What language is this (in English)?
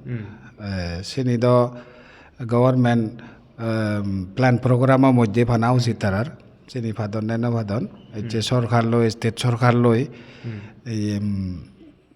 Chakma